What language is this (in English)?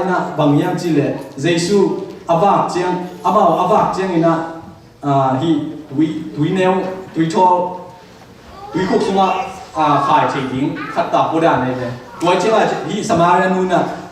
Tedim Chin